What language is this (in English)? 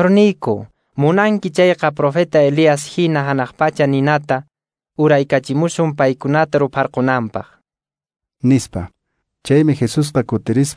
Quechua